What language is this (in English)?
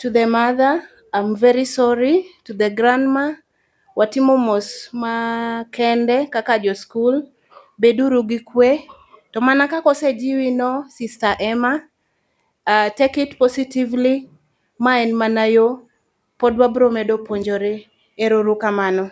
Luo (Kenya and Tanzania)